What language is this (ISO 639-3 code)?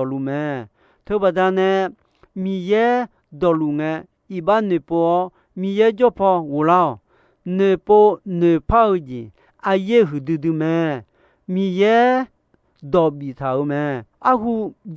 ahk